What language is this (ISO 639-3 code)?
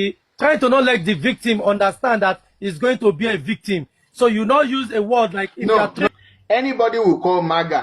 ibo